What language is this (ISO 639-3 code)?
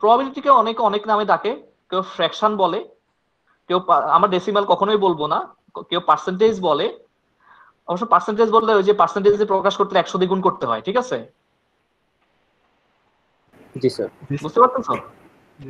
ben